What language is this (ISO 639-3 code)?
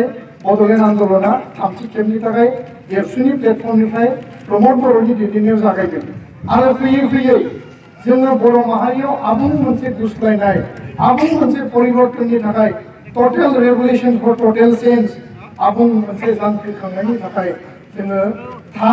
brx